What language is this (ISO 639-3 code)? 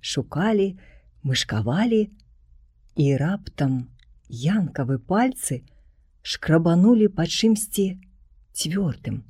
bel